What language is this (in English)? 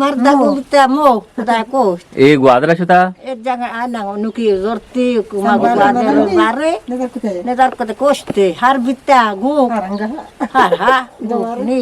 Eastern Balochi